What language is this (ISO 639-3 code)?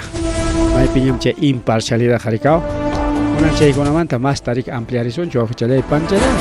quy